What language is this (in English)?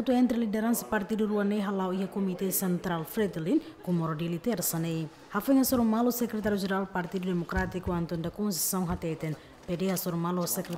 Tetum